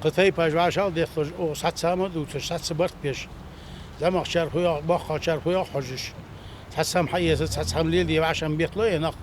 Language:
Ingush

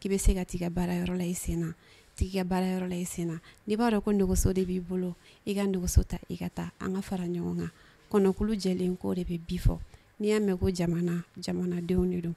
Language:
Bambara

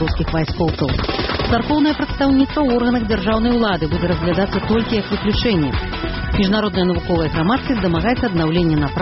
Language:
Belarusian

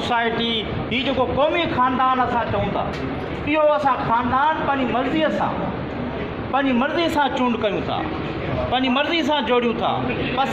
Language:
Sindhi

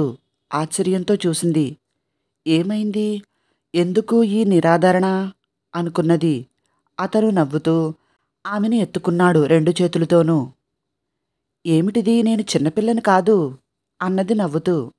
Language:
Telugu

